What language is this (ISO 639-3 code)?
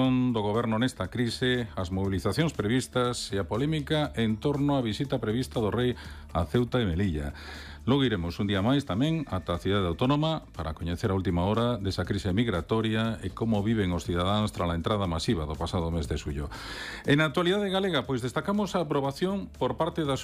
glg